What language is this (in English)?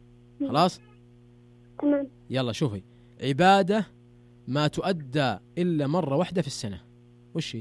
Najdi Arabic